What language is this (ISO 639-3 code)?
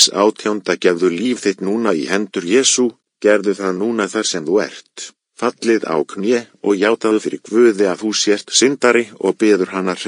isl